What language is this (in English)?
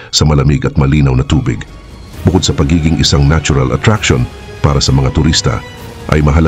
Filipino